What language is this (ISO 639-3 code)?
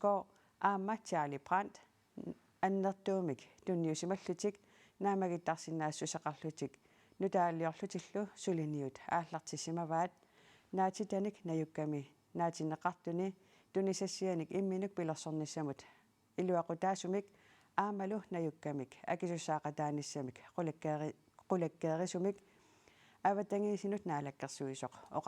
kal